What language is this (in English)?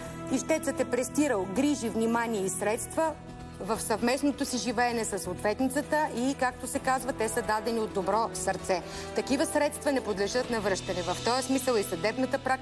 Bulgarian